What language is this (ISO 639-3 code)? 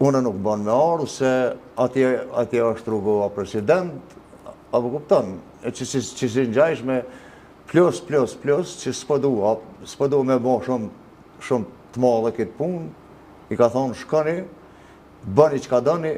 sqi